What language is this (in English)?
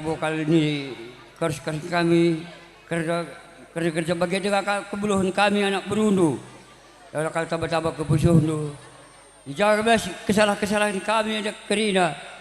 Batak Karo